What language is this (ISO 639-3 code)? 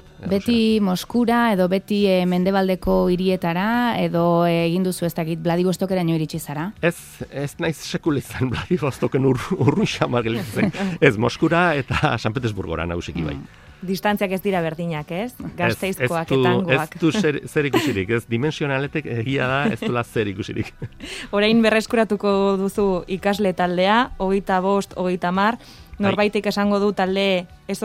eus